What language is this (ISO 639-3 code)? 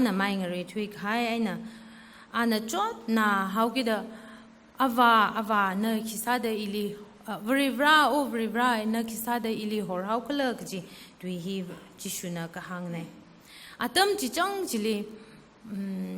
nmf